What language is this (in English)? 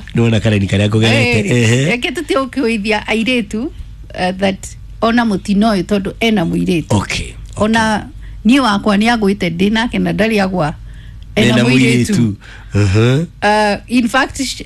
Kikuyu